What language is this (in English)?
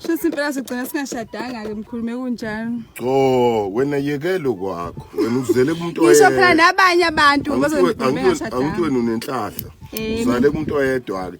Zulu